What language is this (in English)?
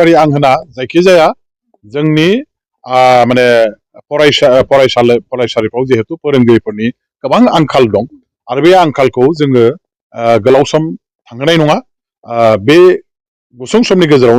Bodo